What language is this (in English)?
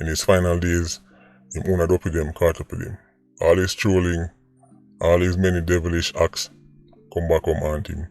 Jamaican Creole English